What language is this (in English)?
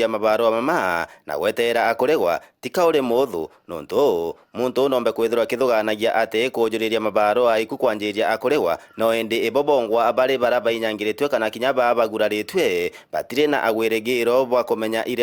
Meru